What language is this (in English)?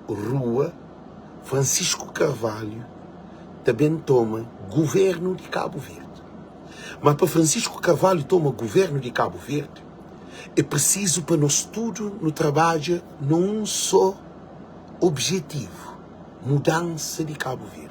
Kabuverdianu